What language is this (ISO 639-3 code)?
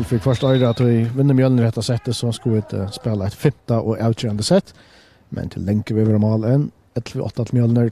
fao